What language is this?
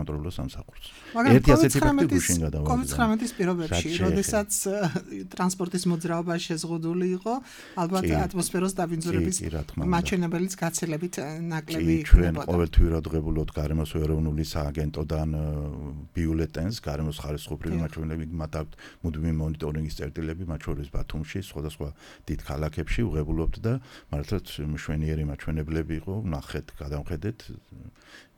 Georgian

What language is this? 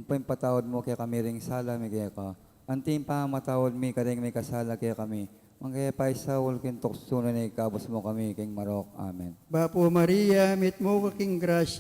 Pampanga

